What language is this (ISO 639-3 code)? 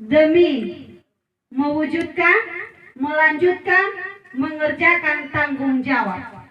nia